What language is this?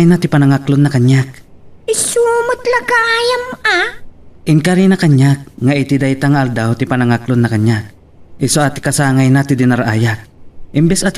Iloko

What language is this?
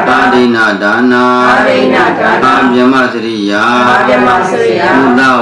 Burmese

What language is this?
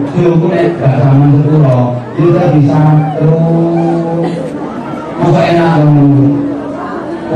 Javanese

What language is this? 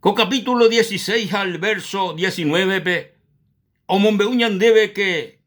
Guarani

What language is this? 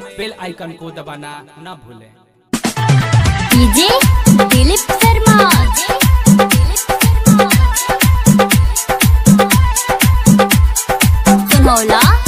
Maithili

